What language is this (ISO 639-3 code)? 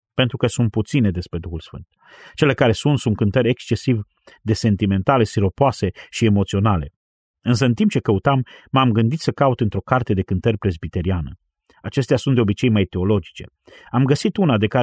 ron